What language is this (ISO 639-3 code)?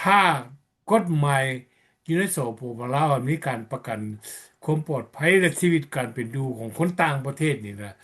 lao